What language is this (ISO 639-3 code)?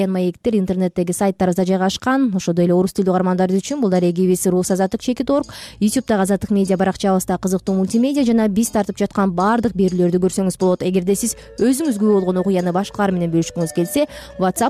kir